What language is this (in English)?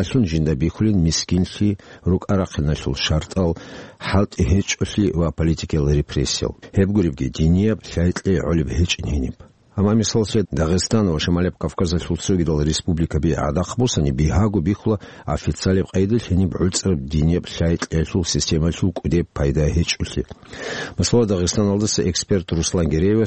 Avaric